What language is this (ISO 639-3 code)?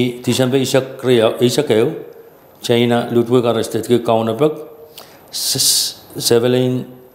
pon